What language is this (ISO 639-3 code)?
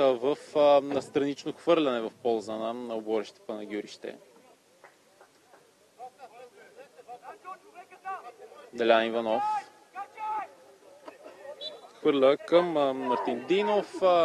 bul